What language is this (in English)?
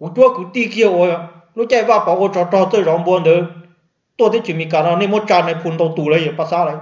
Hmong